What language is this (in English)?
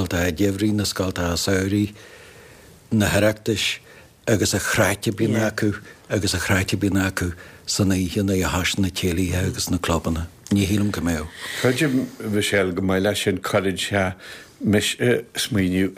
Irish